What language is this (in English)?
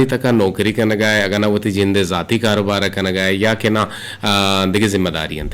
Eastern Balochi